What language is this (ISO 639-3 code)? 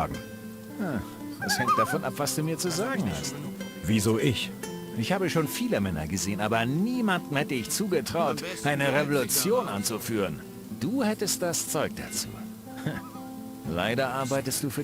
bar